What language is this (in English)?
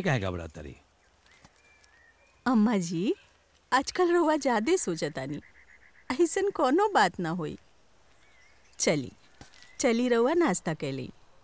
Bhojpuri